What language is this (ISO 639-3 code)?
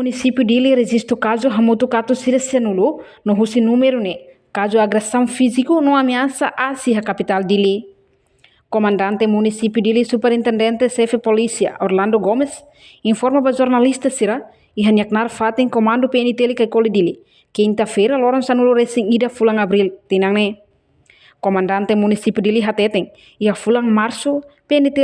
tet